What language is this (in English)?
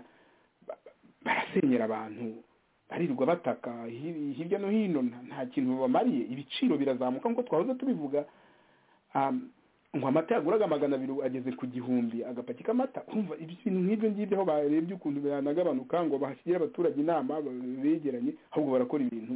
Kinyarwanda